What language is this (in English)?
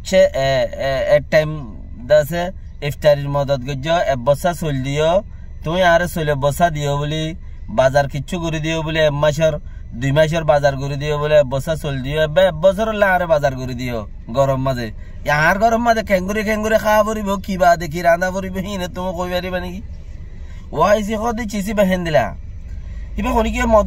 Rohingya